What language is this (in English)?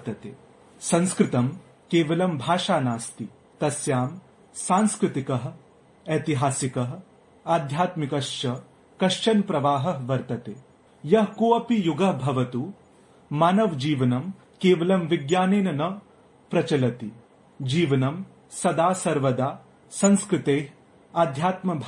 Sanskrit